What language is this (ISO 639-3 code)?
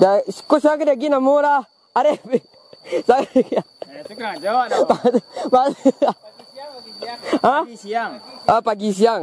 min